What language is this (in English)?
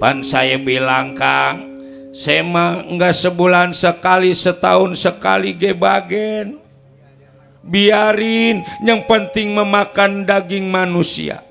Betawi